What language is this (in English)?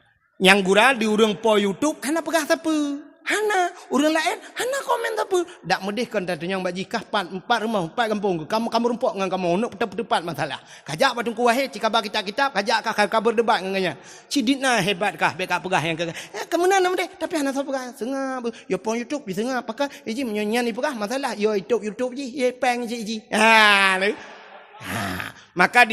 Achinese